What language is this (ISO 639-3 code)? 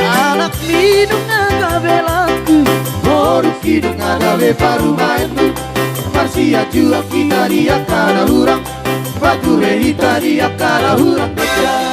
bbc